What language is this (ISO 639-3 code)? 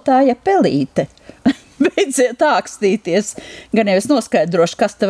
lav